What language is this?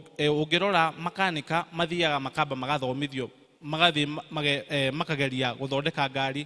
Kikuyu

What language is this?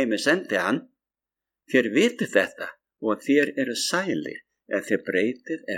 Icelandic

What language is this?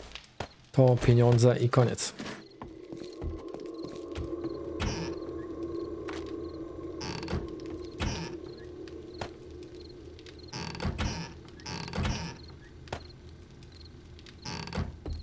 Polish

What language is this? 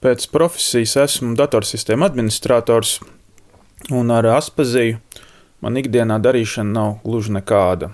Latvian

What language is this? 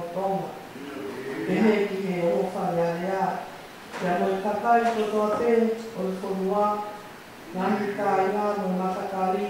Tongan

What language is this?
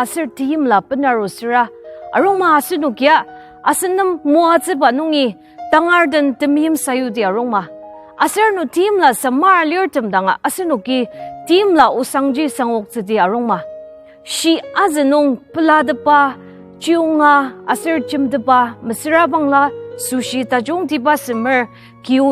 Ao Naga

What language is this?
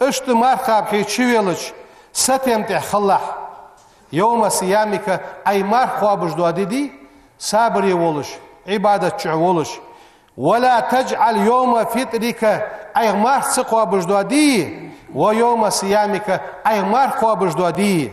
Ingush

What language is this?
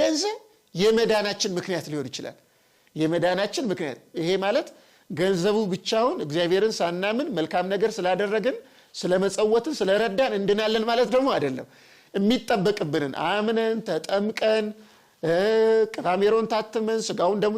Amharic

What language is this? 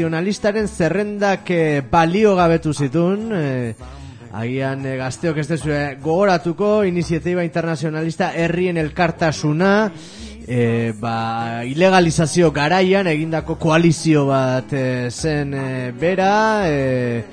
Basque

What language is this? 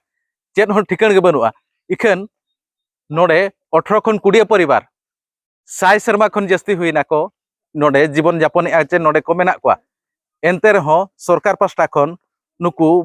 Santali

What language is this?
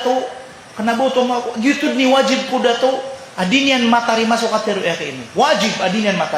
Maranao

